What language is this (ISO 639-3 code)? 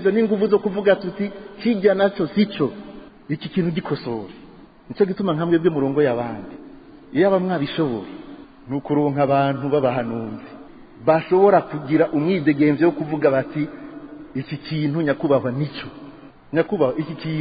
run